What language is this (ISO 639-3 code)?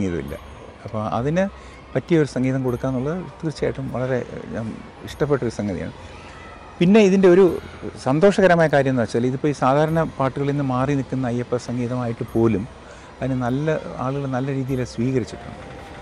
mal